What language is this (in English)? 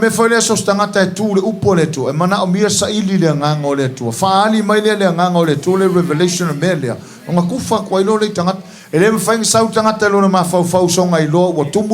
Samoan